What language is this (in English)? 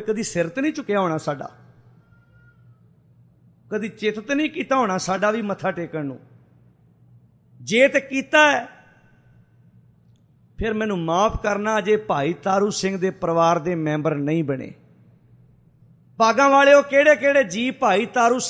Punjabi